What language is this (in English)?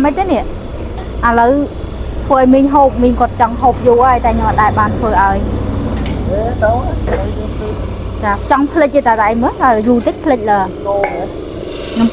Khmer